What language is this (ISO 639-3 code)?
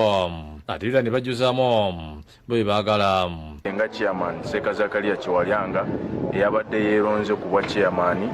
lug